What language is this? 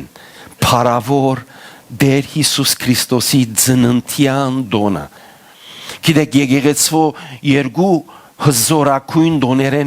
Western Armenian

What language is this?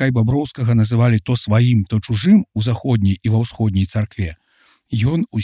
Belarusian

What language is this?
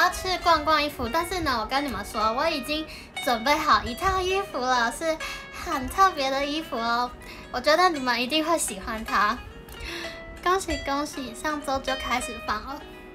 Chinese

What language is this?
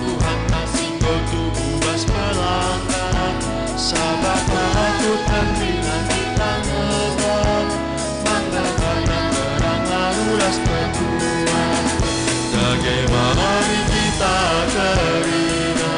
Batak Karo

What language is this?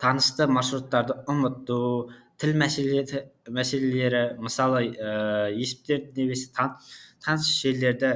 Kazakh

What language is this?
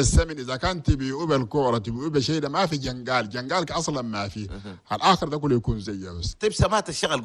Chadian Arabic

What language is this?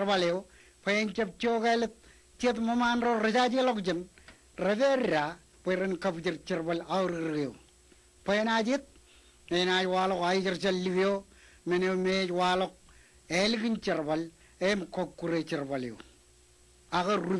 Marshallese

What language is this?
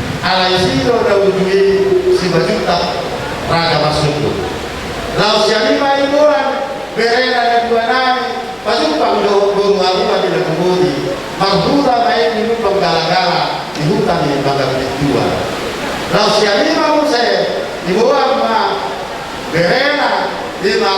Batak Toba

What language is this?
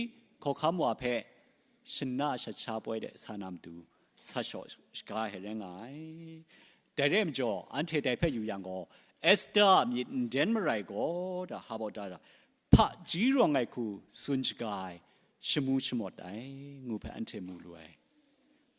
Kachin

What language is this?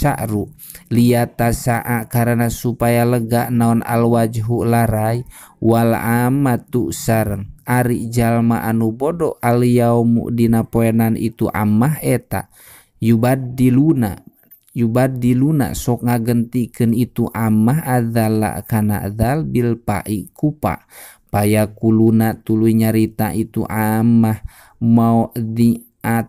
Sundanese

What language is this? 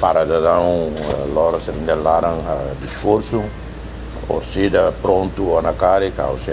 Tetum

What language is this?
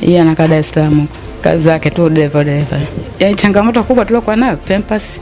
Swahili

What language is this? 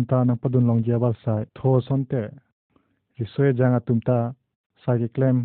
Karbi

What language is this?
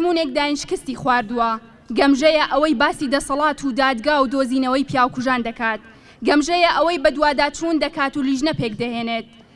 Central Kurdish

